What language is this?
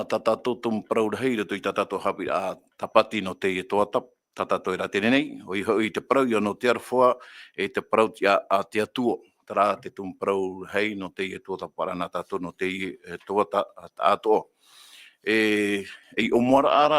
Tahitian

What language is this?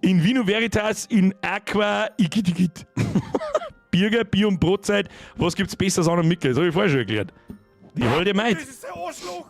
Bavarian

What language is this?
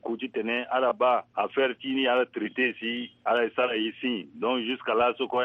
Sango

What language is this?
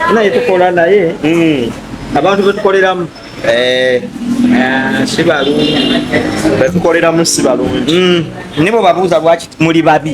Ganda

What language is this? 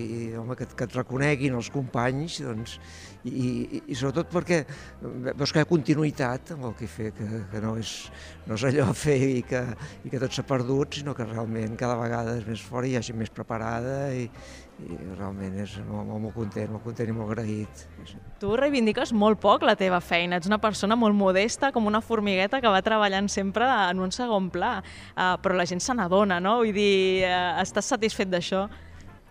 Catalan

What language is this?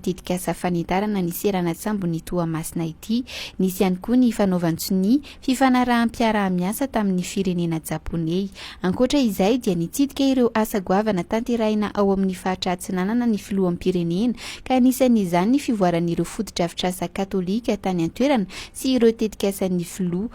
Malagasy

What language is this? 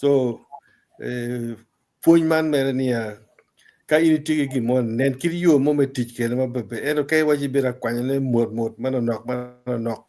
Acoli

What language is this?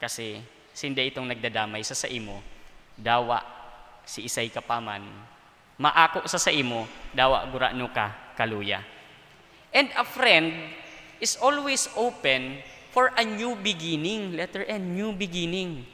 Bikol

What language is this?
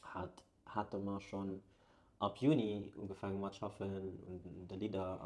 Luxembourgish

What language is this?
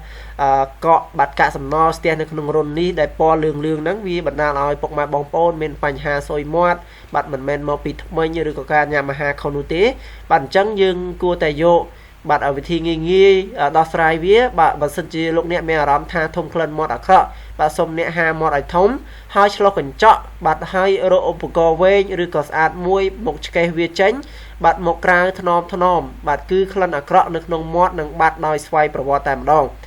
Khmer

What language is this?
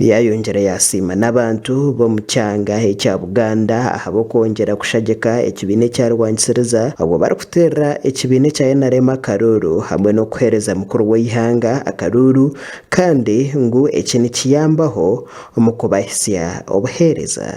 Nyankole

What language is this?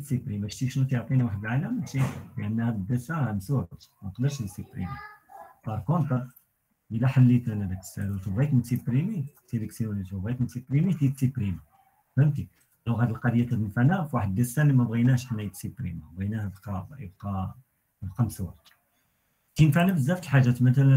Moroccan Arabic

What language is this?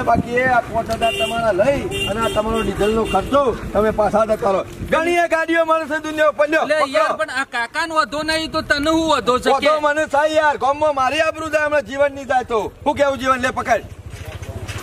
Gujarati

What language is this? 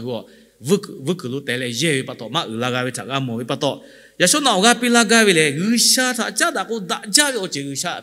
Lahu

